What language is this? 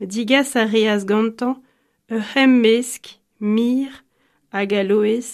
Breton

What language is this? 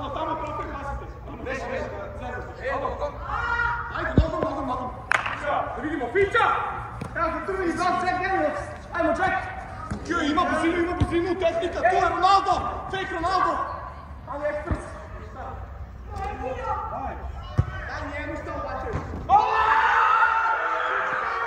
Croatian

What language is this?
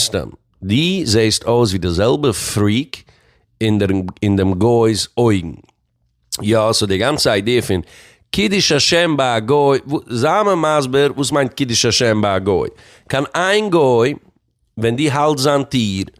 Yiddish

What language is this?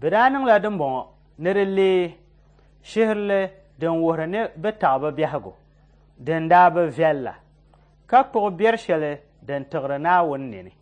Dagbani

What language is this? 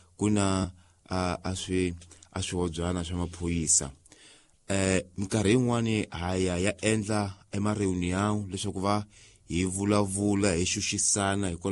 Tsonga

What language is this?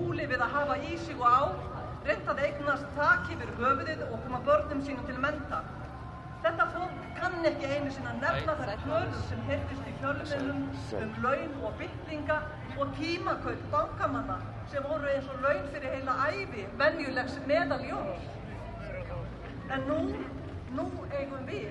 Icelandic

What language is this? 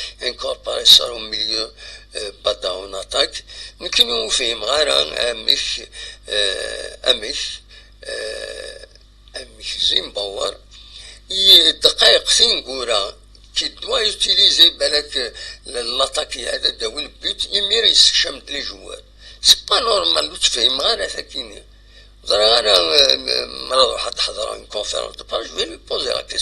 Kabyle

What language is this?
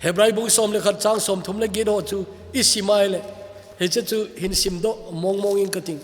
Thado Chin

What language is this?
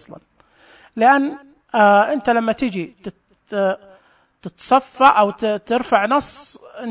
Najdi Arabic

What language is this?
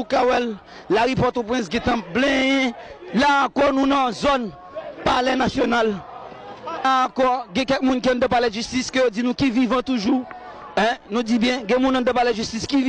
Haitian Creole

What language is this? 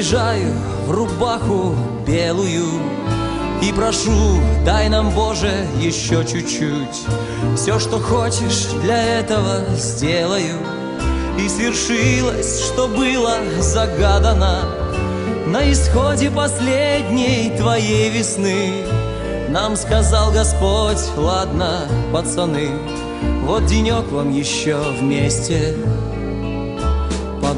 Russian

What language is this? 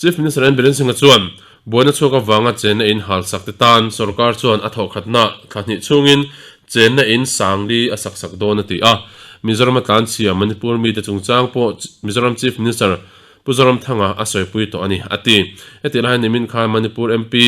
Mizo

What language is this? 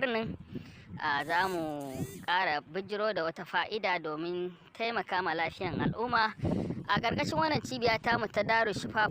Hausa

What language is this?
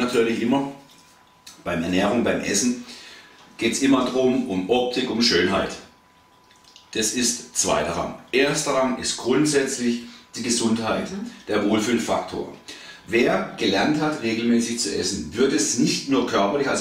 German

